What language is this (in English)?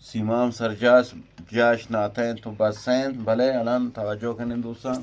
Eastern Balochi